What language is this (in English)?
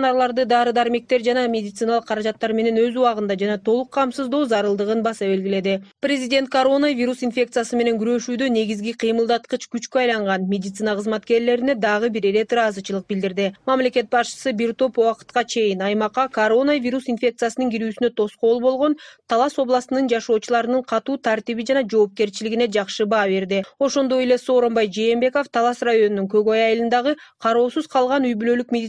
Kyrgyz